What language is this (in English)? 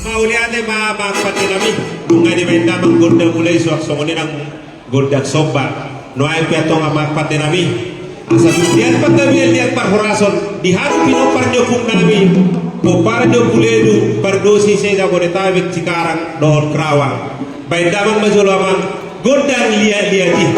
Batak Toba